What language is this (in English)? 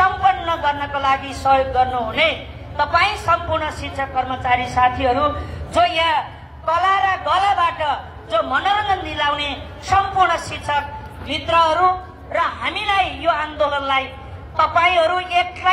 Nepali